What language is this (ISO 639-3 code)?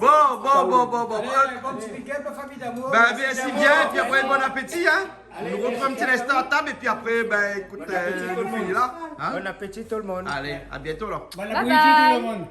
rcf